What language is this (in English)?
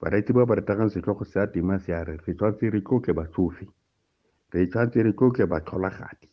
Tswana